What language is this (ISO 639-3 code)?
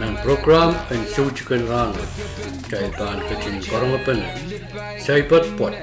pon